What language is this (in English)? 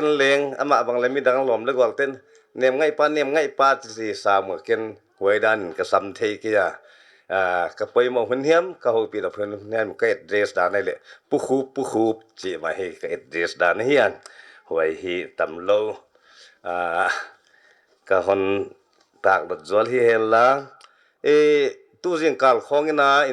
Paite Chin